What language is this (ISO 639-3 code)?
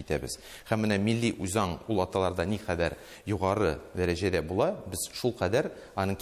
tat